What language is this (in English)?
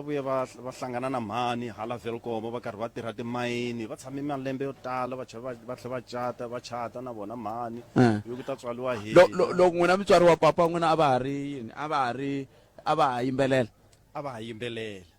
Tsonga